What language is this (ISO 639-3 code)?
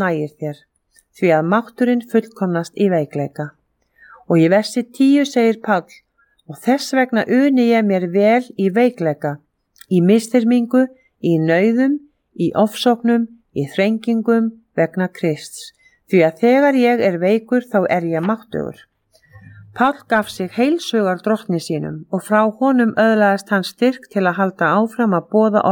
isl